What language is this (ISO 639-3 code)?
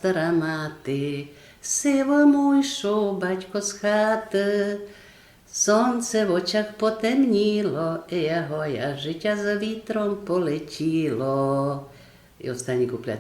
rue